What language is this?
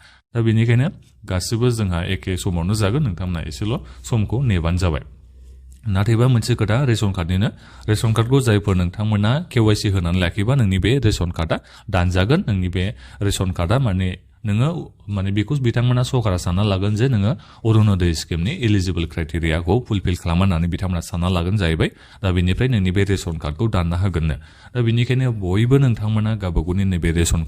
Bodo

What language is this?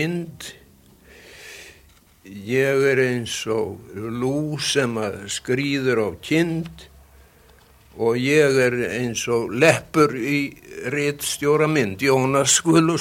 Icelandic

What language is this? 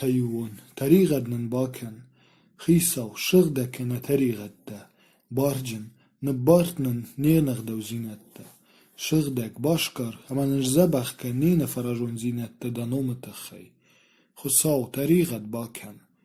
Ossetic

